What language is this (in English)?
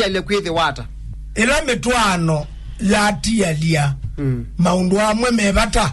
Kamba